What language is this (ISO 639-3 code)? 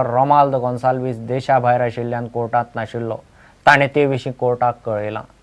kok